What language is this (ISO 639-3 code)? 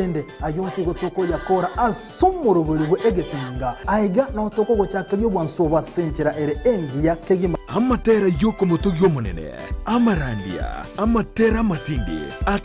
guz